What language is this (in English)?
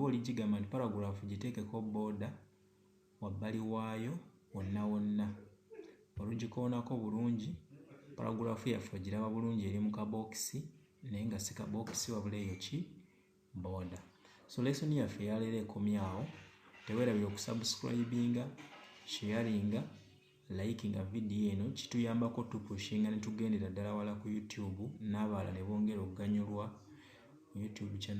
Ganda